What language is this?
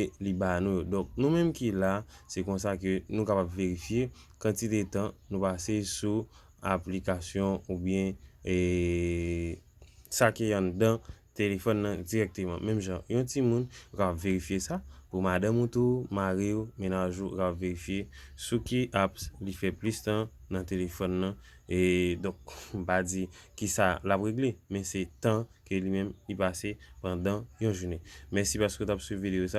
Haitian Creole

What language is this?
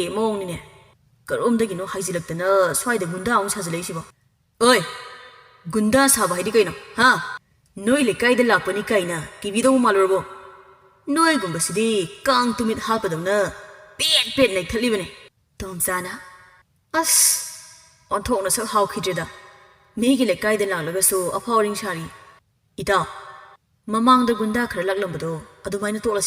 Manipuri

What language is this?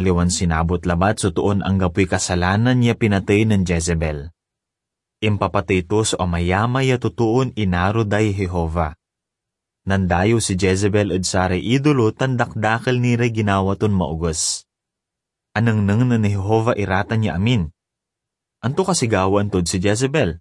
Pangasinan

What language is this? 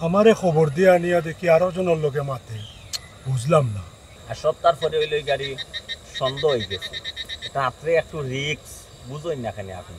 Sylheti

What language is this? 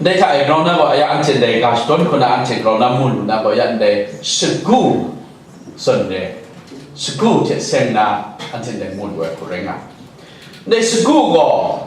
Kachin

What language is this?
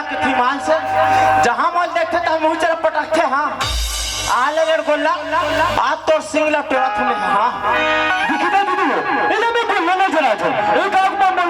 Chhattisgarhi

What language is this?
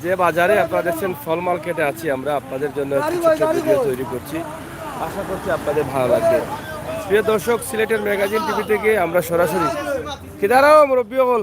Sylheti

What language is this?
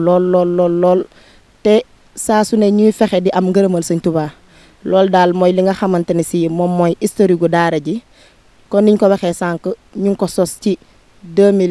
Wolof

